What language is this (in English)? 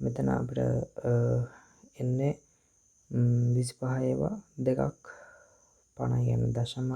Sinhala